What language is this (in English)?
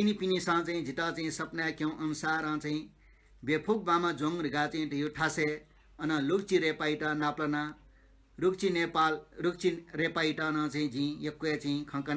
Newari